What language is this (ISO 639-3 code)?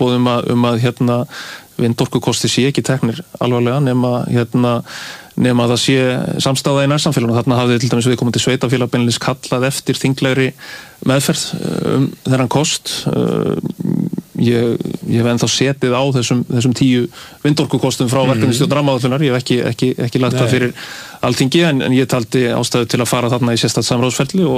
isl